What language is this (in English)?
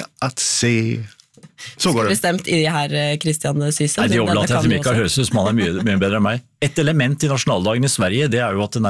Norwegian